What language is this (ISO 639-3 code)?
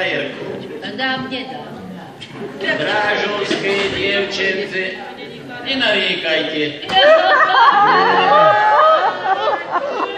slk